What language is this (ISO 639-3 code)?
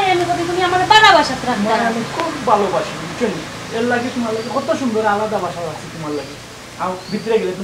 syl